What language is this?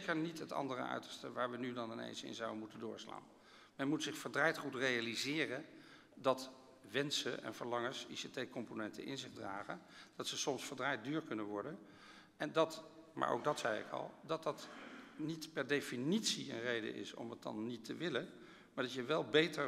Dutch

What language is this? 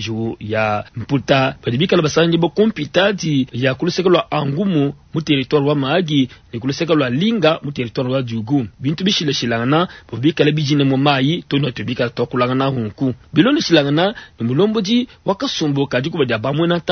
Luba-Lulua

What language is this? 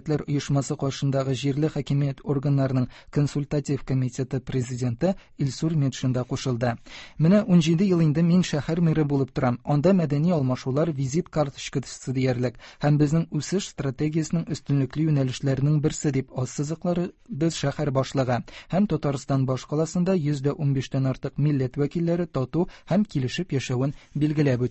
Tatar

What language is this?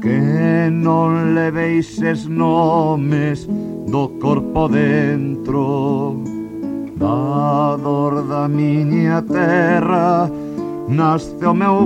Galician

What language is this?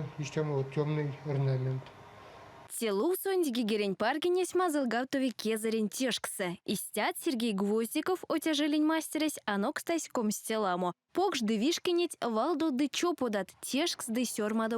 Erzya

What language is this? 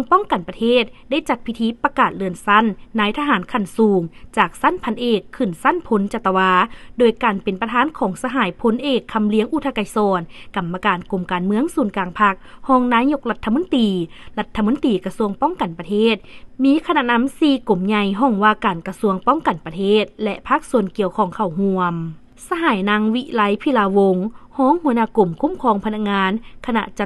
Lao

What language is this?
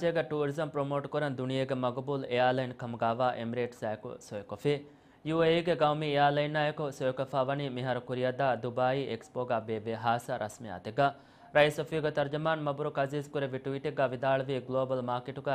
Divehi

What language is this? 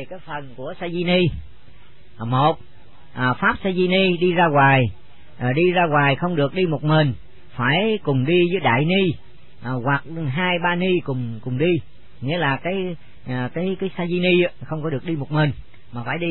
Vietnamese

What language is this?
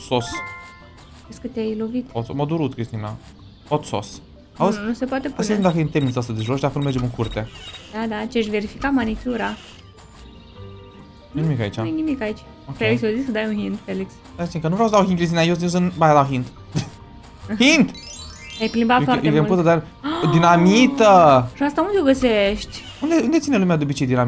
Romanian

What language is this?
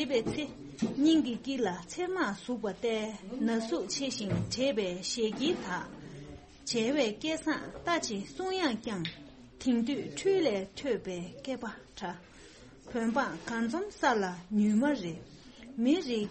Tibetan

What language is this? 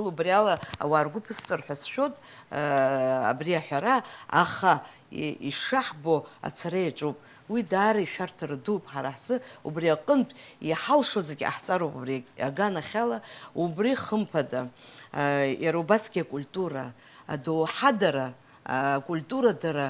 Abkhazian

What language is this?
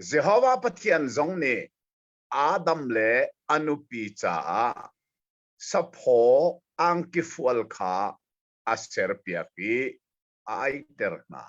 Hakha Chin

